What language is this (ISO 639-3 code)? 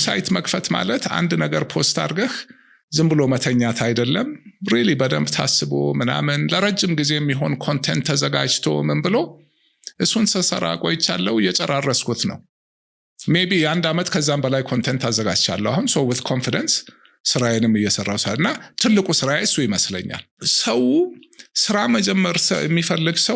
amh